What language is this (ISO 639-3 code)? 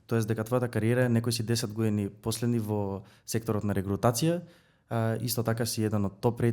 mkd